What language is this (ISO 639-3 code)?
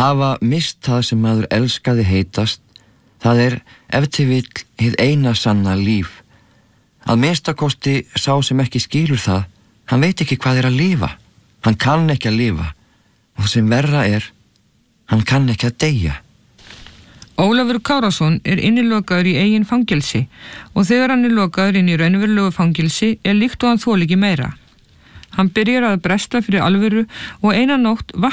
isl